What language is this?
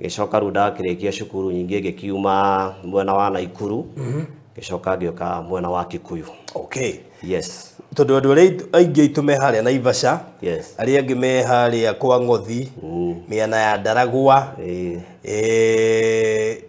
Kikuyu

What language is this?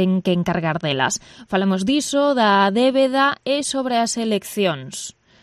Galician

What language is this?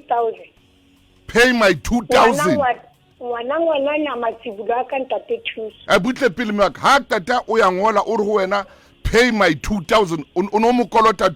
Southern Sotho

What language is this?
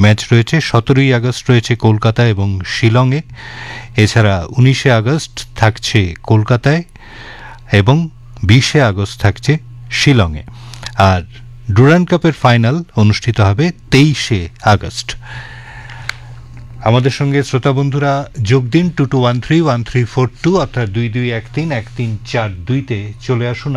Bangla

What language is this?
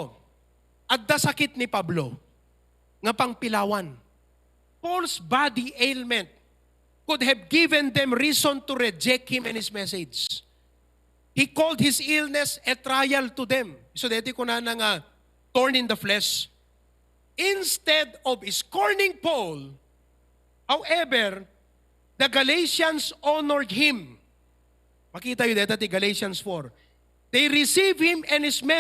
Iloko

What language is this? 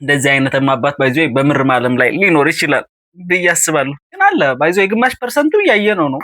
Amharic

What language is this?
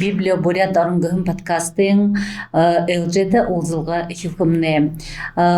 Buriat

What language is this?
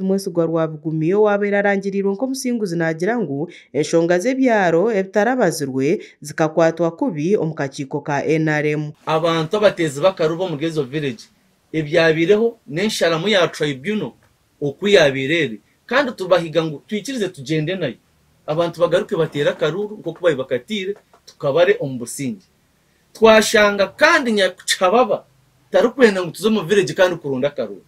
Nyankole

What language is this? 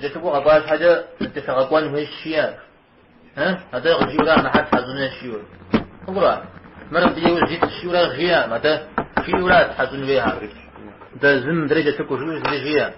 Kabardian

